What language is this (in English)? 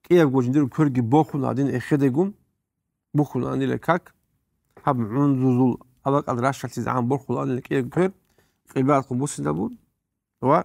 Avaric